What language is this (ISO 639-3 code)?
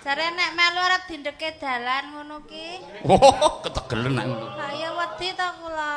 jav